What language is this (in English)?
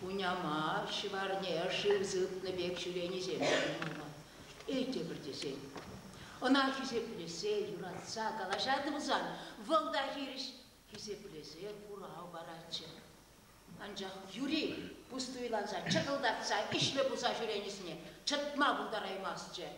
Chuvash